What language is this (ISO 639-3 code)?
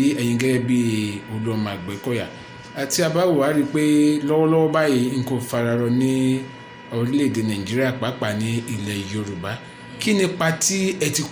yor